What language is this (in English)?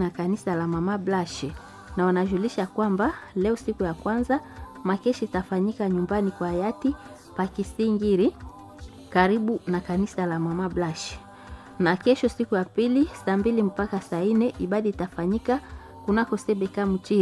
Swahili